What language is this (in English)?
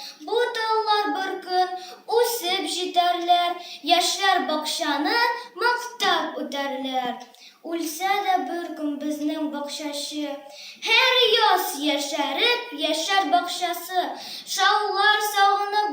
Tatar